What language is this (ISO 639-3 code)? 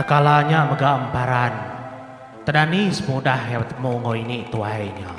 iba